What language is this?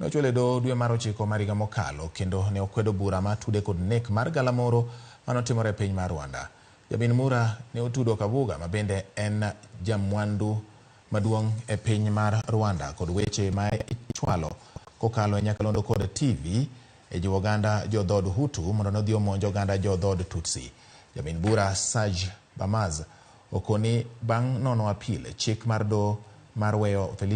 Luo (Kenya and Tanzania)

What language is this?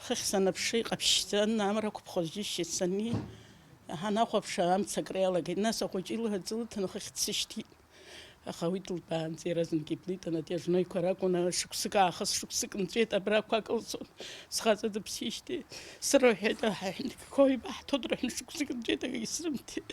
Abkhazian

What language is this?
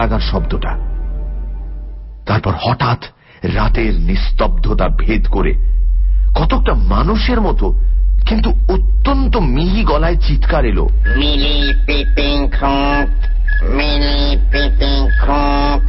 Bangla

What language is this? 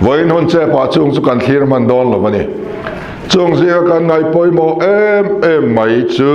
Mizo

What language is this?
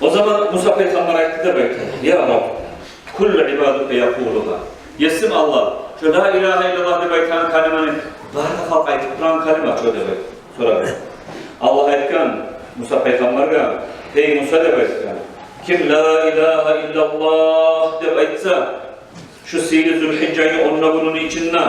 Kumyk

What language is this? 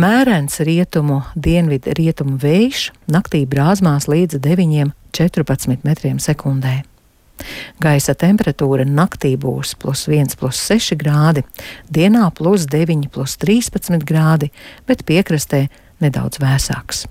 Latvian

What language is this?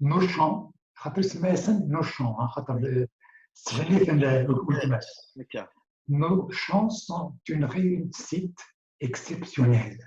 Kabyle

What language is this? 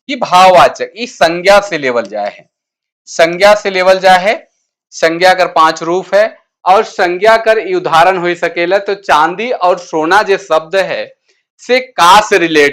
Sadri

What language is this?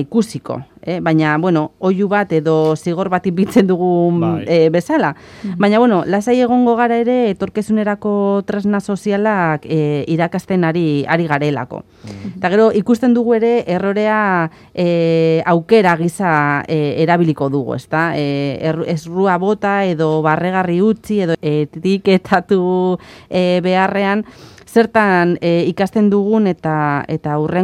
Basque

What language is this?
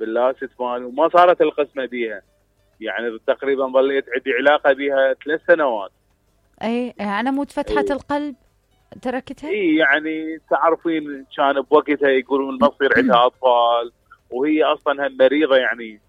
Mesopotamian Arabic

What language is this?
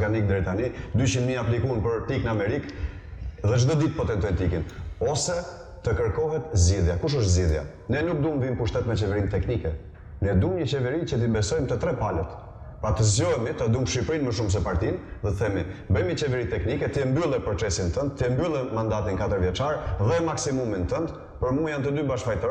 Albanian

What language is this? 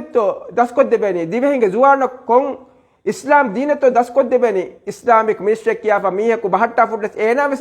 Divehi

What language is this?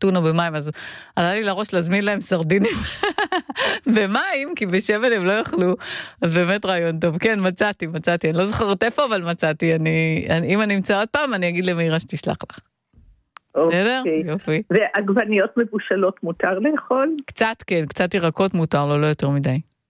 Hebrew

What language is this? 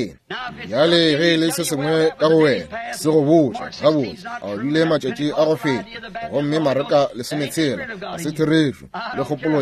Northern Sotho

